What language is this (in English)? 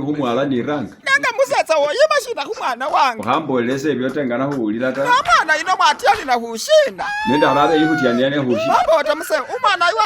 Masaaba